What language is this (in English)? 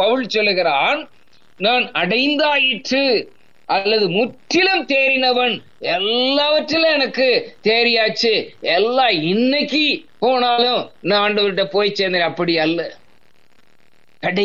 Tamil